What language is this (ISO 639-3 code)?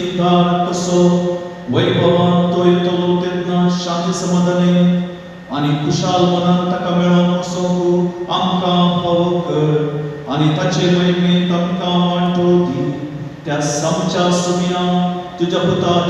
kok